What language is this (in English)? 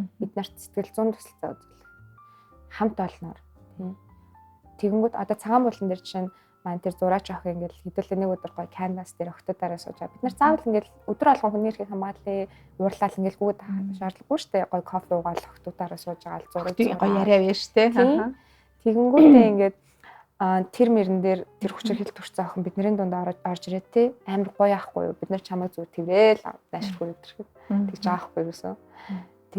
Mongolian